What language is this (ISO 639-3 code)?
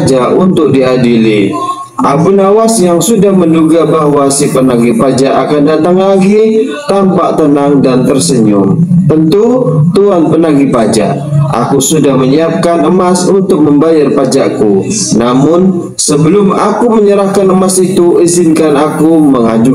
ind